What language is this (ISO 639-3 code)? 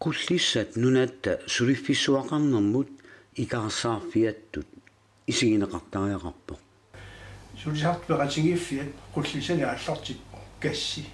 kal